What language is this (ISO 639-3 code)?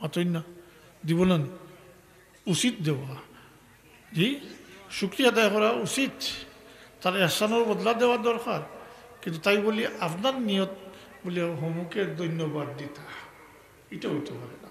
syl